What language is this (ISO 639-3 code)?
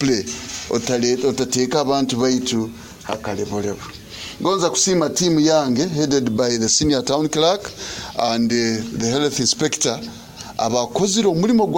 nyo